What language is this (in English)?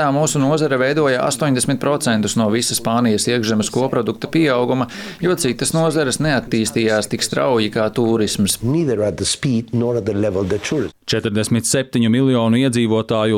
Latvian